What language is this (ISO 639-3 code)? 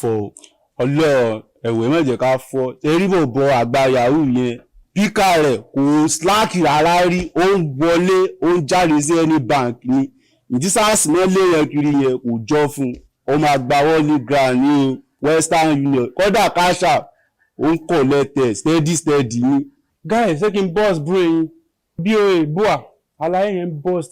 yor